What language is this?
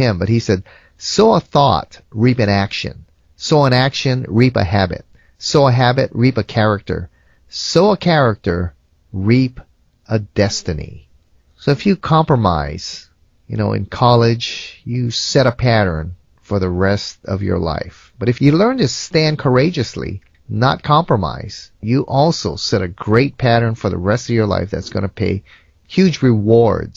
English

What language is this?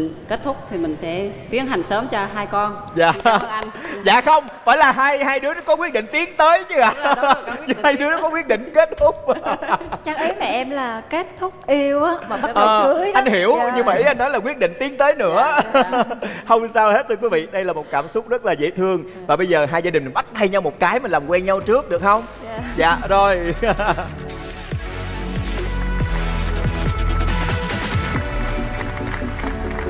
Vietnamese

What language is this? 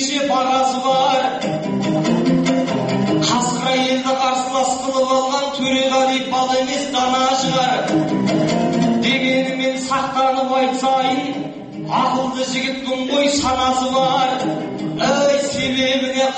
Kazakh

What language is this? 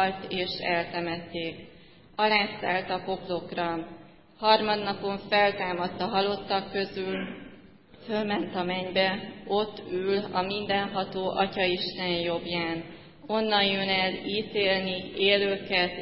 Hungarian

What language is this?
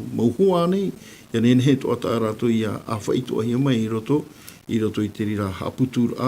Tahitian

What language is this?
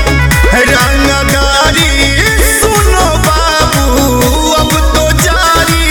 Bhojpuri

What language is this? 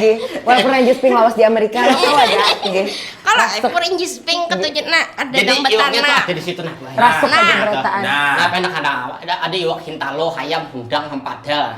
Banjar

